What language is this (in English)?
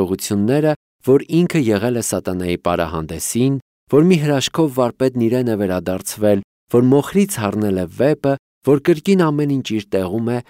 Armenian